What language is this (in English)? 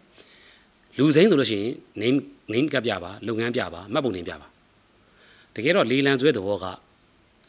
Burmese